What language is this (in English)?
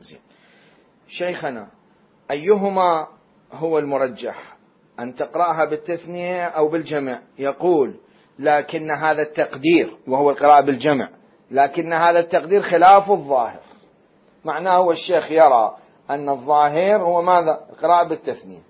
Mesopotamian Arabic